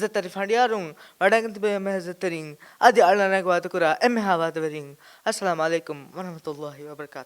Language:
Divehi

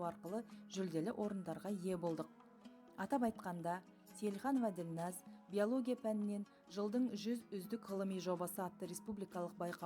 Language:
Kazakh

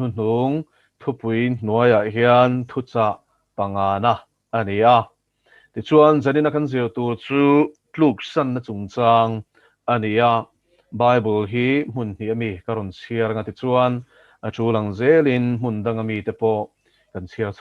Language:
Mizo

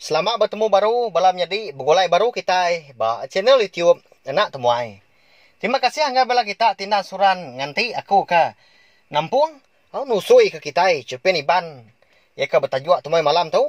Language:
Iban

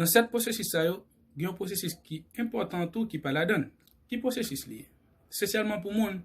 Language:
Haitian Creole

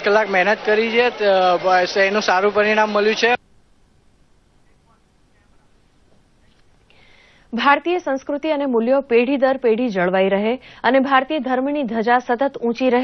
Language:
Gujarati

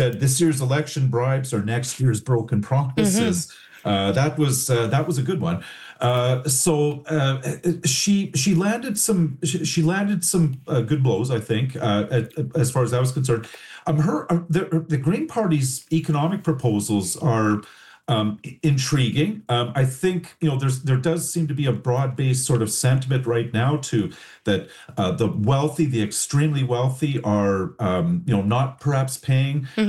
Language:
English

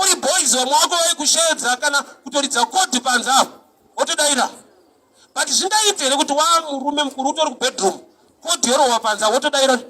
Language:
Shona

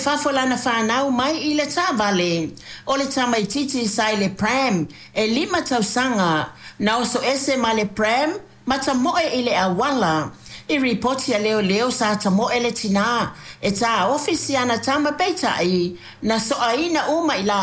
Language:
Samoan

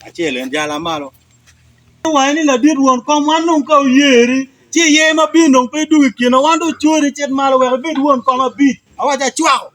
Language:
Acoli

